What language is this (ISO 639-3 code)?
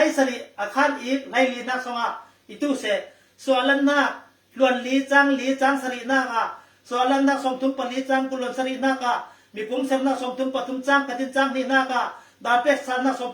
cfm